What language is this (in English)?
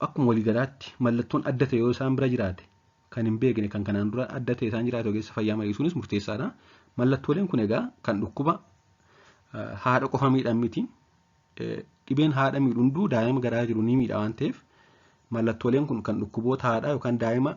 Oromo